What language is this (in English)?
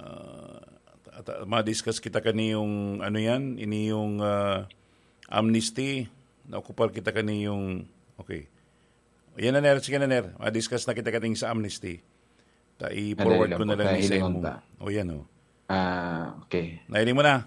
Bikol